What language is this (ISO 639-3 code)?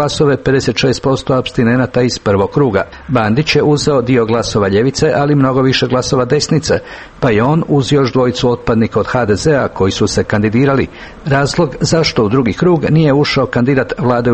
hrv